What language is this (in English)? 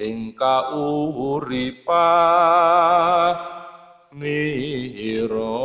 Javanese